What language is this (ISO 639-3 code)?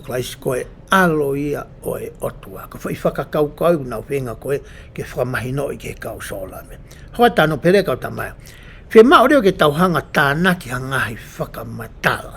ton